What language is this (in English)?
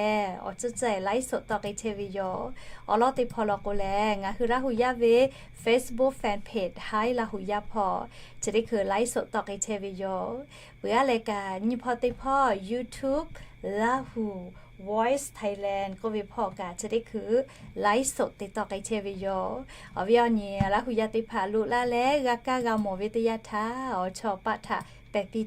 Lahu